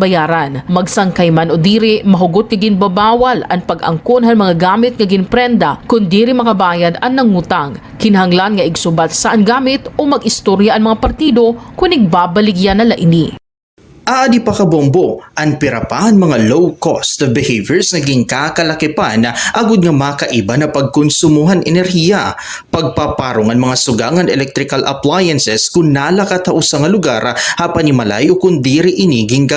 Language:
Waray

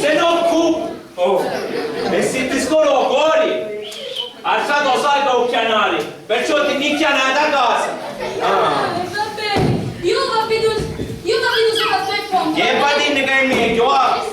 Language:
Sicilian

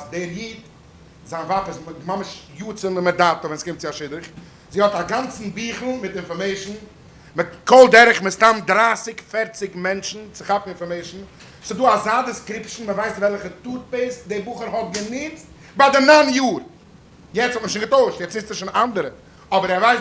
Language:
Yiddish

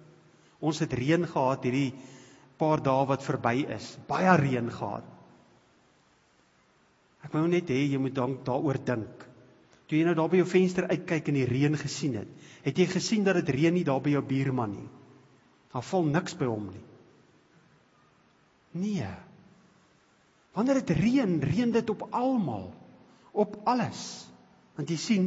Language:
Afrikaans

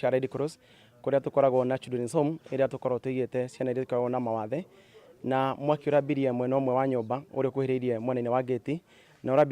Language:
Meru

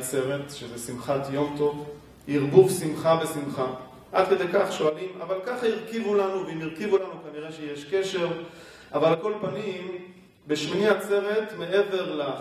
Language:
Hebrew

